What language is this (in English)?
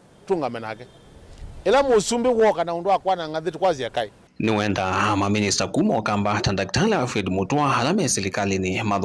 Kamba